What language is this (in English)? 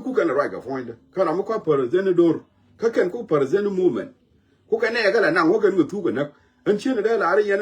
Nuer